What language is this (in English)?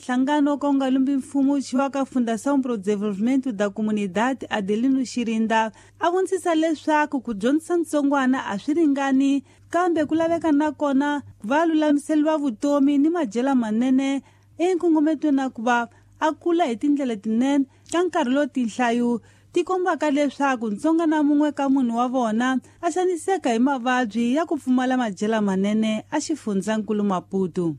Tsonga